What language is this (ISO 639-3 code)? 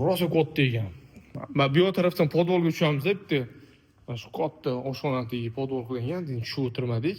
uzb